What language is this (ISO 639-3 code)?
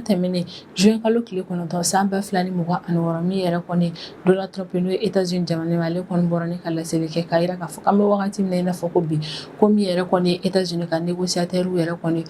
bam